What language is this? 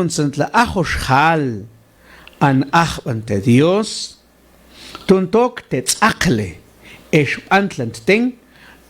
Mam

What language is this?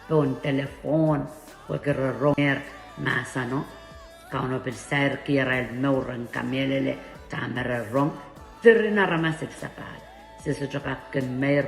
Pohnpeian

